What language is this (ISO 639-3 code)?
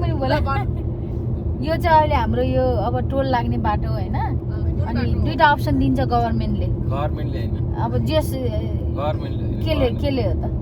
nep